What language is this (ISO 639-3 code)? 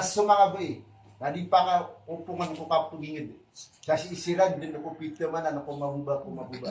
mrw